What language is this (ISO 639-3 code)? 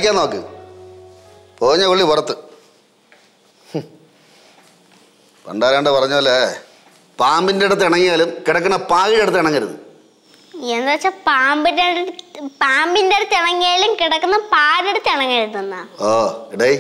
mal